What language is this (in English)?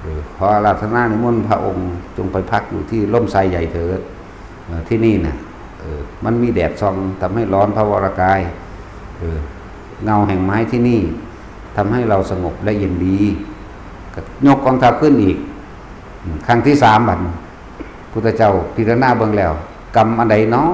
Northeastern Thai